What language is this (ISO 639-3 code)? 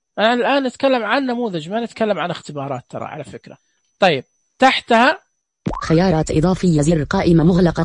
ars